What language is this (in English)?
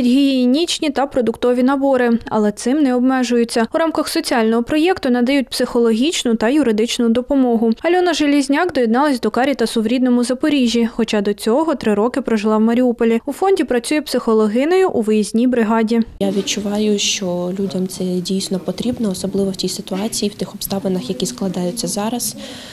Ukrainian